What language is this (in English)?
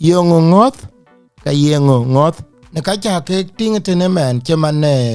Dinka